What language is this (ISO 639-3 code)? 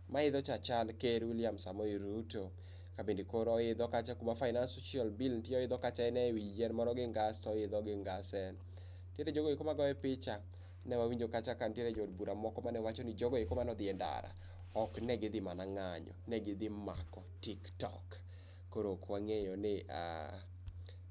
luo